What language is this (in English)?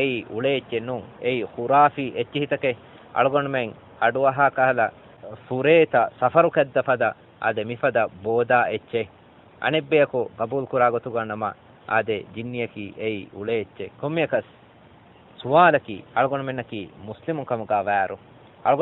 Divehi